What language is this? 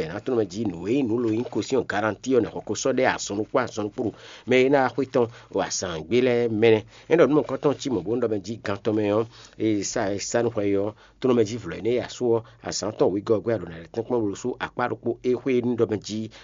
Fon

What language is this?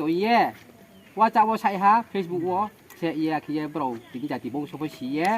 Riang (India)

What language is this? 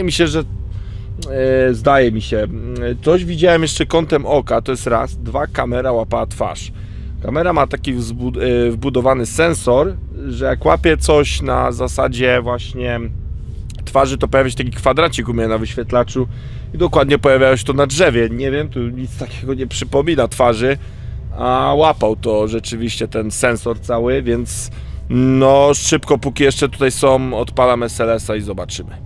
Polish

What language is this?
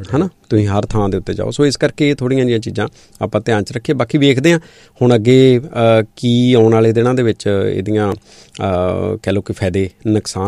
Punjabi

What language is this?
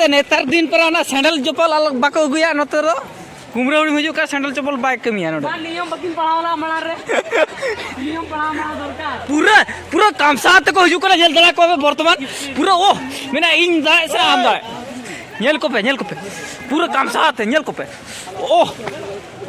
Santali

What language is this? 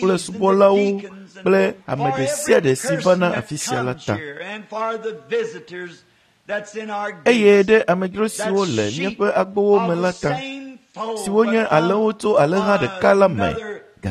Ewe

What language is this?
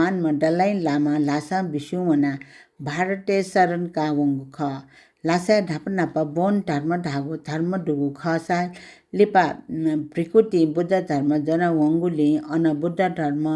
Newari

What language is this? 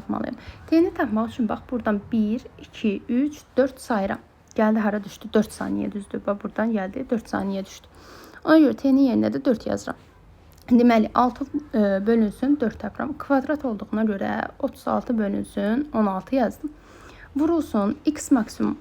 Azerbaijani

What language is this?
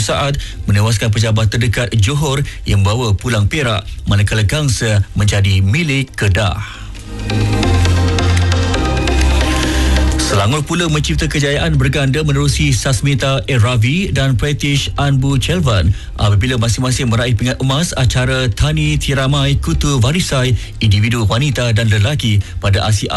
Malay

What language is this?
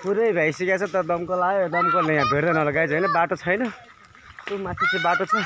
Nepali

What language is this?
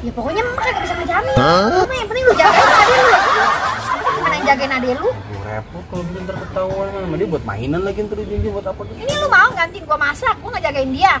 Betawi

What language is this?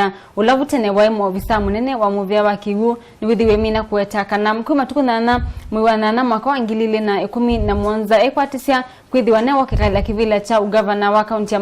Kamba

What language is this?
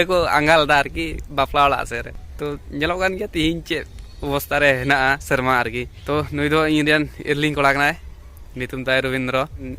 Santali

